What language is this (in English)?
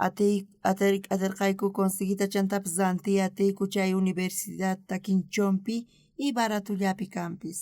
South Bolivian Quechua